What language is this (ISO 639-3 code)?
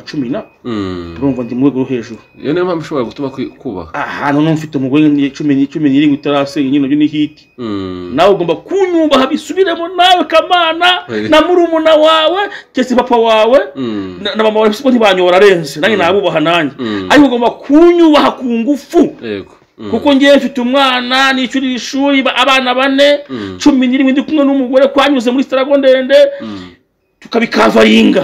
kin